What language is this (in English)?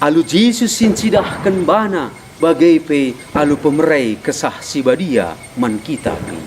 Batak Karo